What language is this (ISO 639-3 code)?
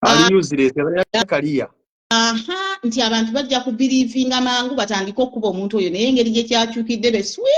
lug